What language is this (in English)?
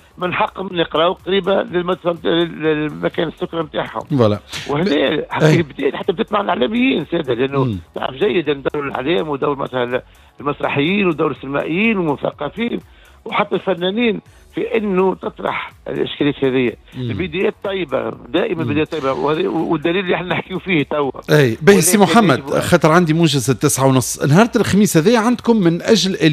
Tunisian Arabic